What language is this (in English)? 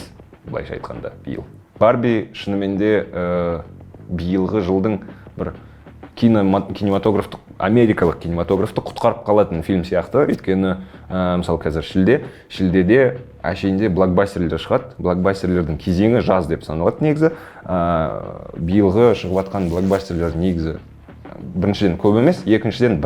Kazakh